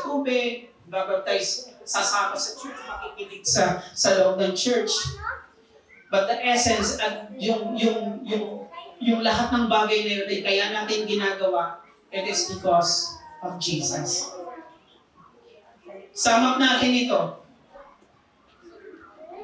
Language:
Filipino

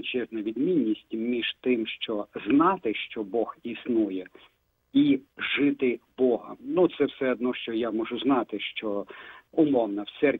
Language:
Ukrainian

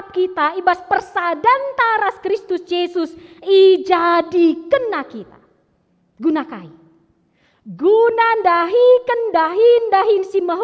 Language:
Batak Karo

